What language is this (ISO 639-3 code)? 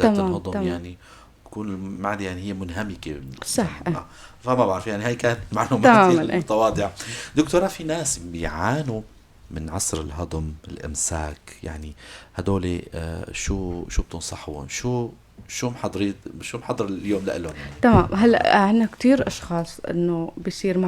apc